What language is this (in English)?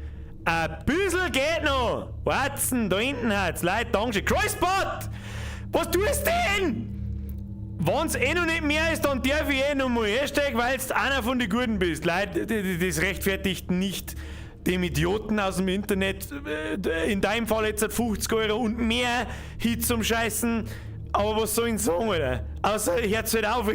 Bavarian